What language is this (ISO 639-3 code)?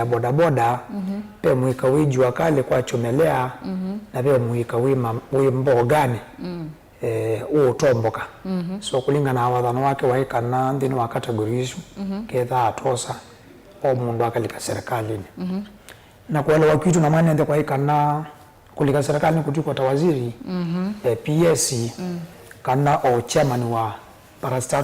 kam